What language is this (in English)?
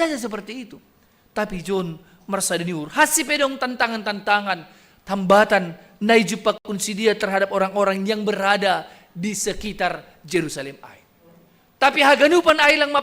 Batak Simalungun